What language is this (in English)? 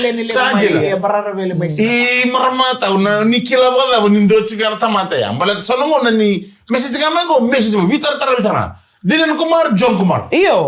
Fijian